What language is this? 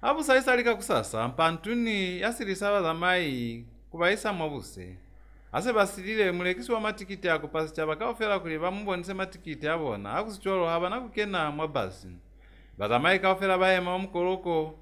Lozi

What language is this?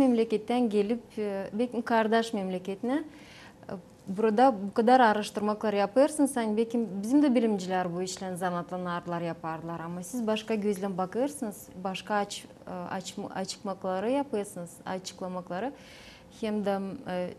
Gagauz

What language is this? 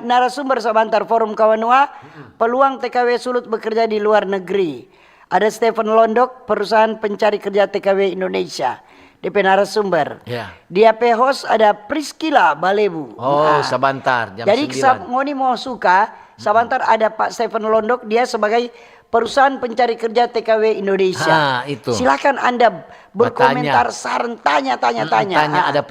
Manado Malay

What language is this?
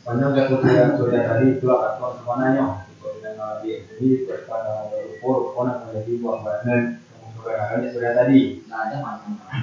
Minangkabau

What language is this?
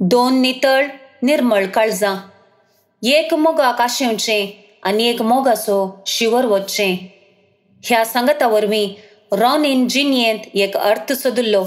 Konkani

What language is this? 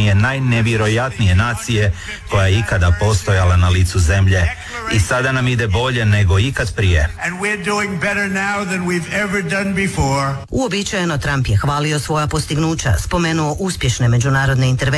Croatian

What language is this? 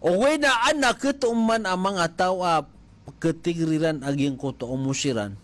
Maranao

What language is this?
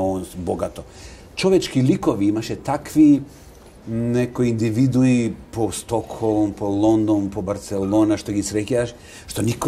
Macedonian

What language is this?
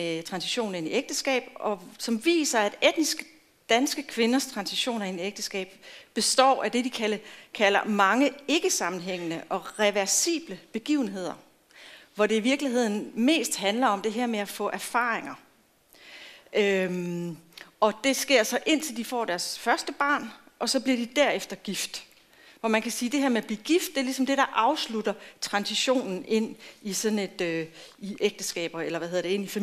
Danish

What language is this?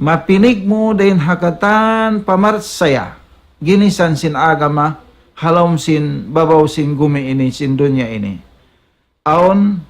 Tausug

